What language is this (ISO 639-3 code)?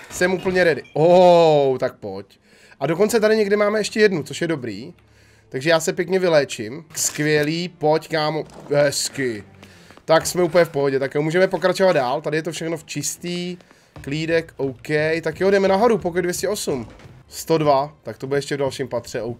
ces